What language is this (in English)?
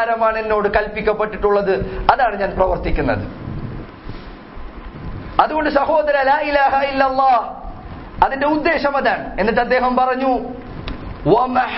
Malayalam